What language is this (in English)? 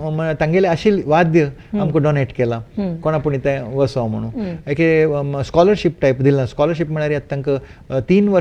Konkani